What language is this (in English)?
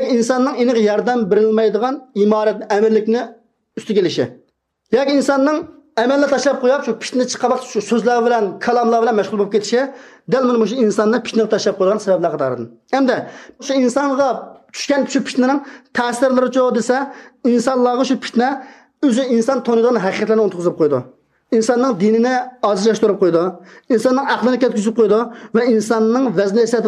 Uyghur